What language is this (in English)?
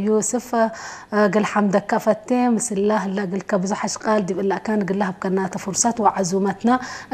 Tigre